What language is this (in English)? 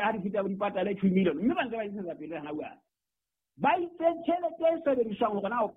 Southern Sotho